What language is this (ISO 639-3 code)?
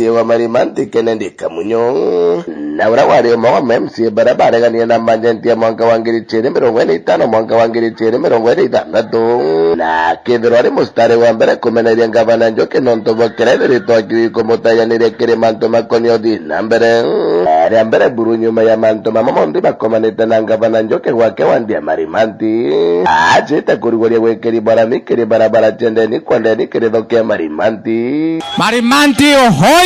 mer